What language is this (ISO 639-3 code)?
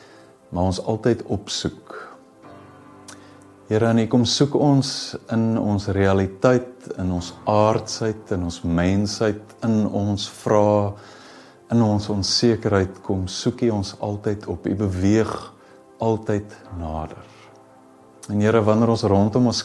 afr